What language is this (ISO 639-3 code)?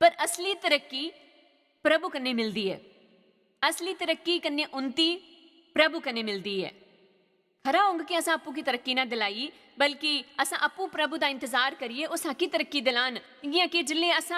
doi